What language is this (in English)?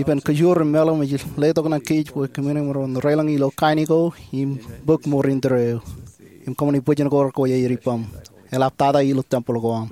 Marshallese